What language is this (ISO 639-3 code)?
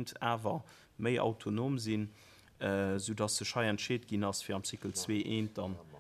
ltz